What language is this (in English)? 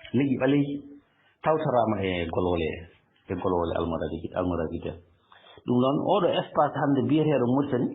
Fula